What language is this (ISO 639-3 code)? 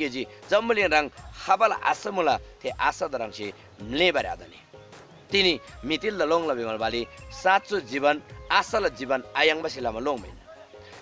taj